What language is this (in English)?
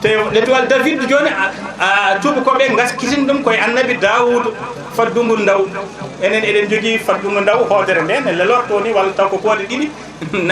Fula